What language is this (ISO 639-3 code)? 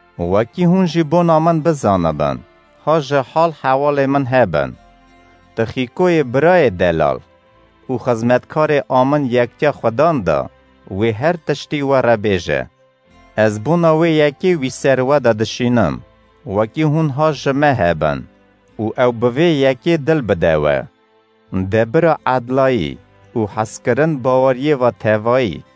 kur